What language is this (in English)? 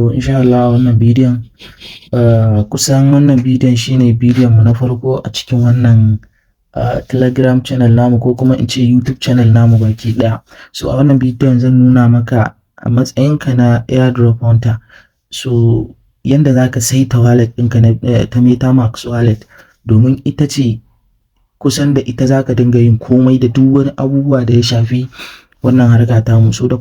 Hausa